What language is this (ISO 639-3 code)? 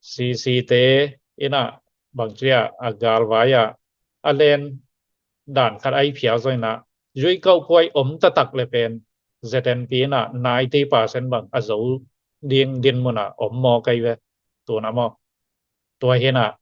ctd